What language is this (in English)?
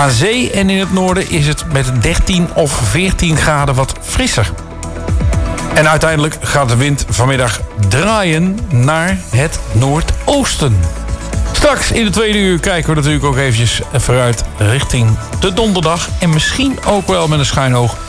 Dutch